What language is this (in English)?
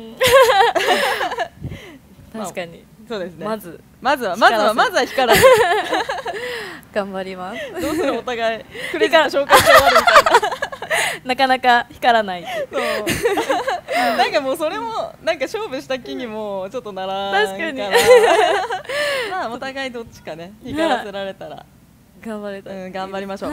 Japanese